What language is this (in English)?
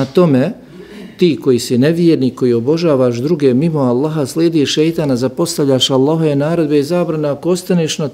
Bosnian